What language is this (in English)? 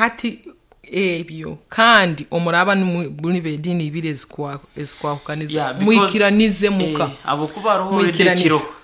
Nyoro